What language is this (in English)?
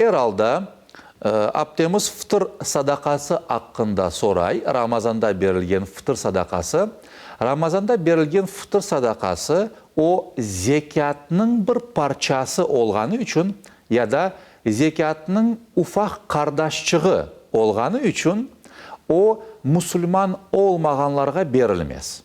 Crimean Tatar